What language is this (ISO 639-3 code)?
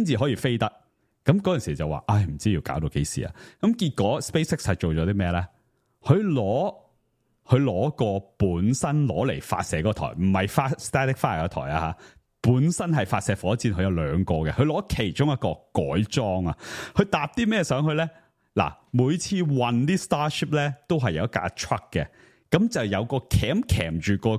yue